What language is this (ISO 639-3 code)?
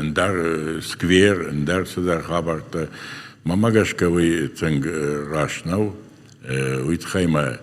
oss